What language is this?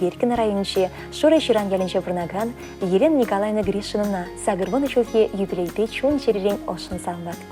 Chuvash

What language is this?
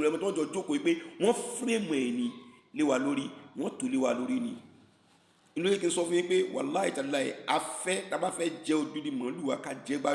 Yoruba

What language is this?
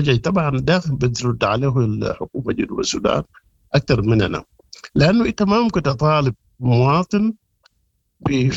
Sudanese Arabic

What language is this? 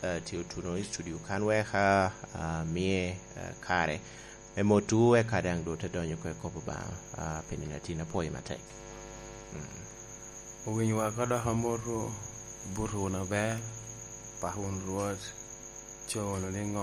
Lango (Uganda)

